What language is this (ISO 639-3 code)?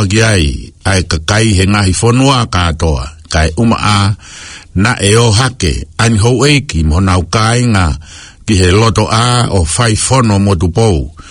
ton